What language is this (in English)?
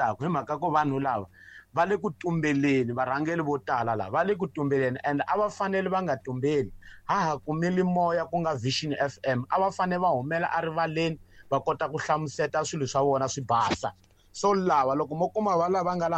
Tsonga